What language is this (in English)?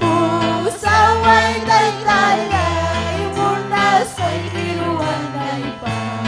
Ayacucho Quechua